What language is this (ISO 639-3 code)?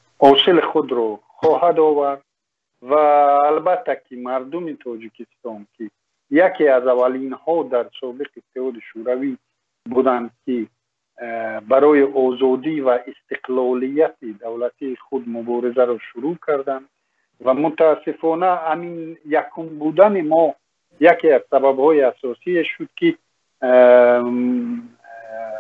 tgk